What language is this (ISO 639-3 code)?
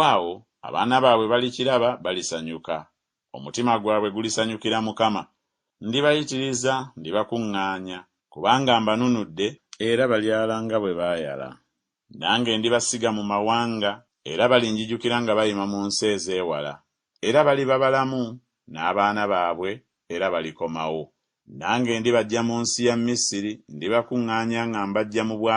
lug